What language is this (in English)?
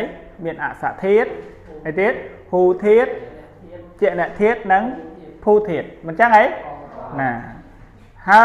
Khmer